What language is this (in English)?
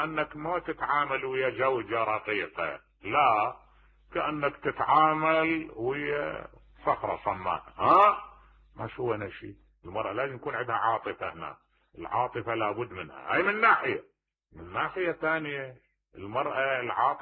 Mesopotamian Arabic